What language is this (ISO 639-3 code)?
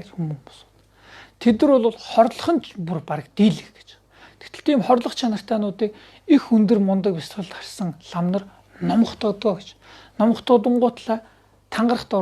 mon